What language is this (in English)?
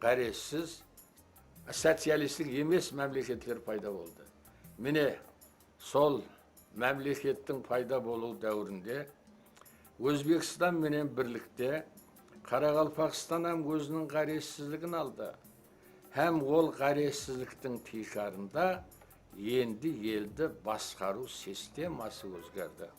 Kara-Kalpak